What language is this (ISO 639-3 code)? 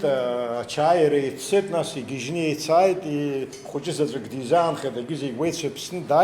abk